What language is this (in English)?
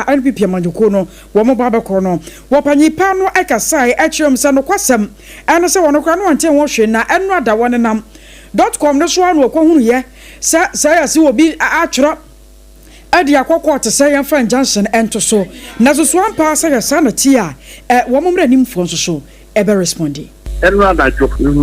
Akan